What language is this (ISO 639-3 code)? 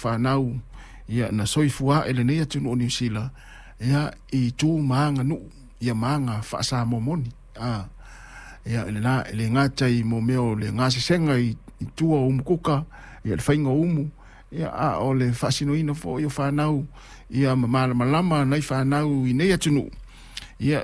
smo